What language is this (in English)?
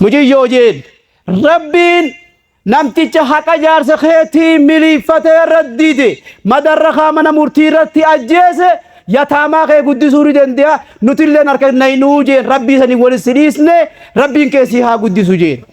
Oromo